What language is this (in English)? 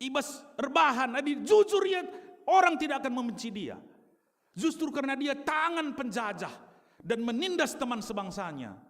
Batak Karo